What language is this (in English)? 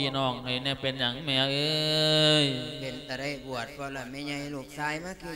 Lao